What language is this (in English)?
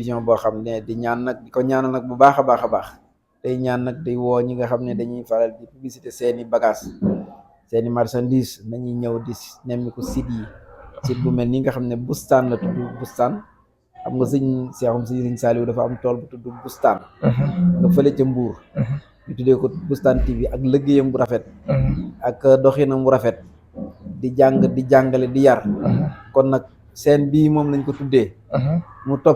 Wolof